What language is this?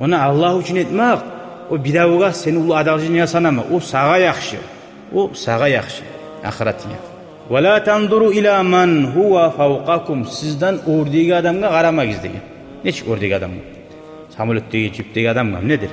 Kumyk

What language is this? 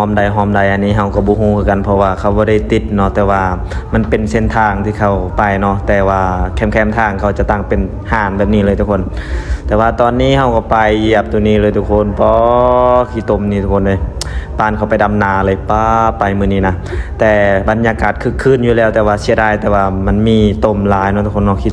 Lao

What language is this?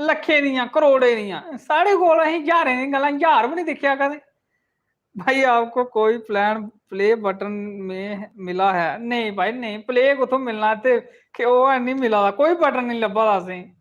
Dogri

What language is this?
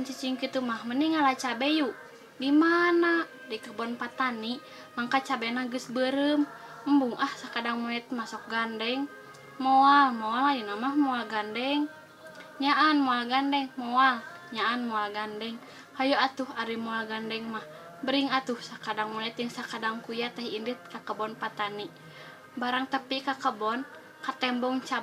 Sundanese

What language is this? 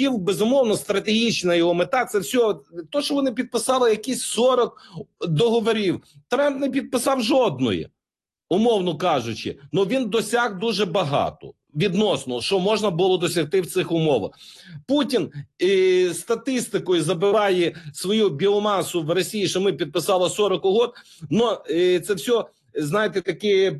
Ukrainian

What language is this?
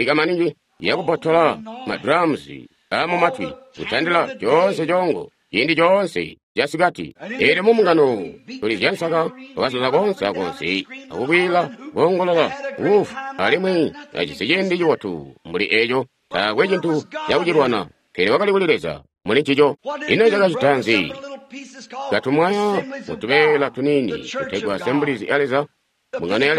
Tonga (Zambia)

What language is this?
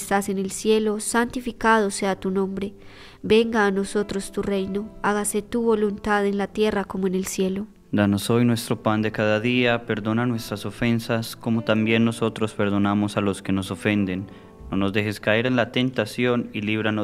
Spanish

